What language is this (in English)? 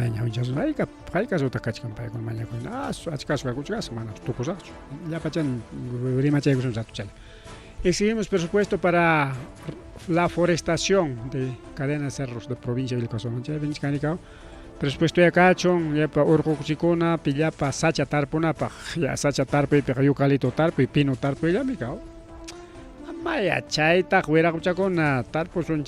Ayacucho Quechua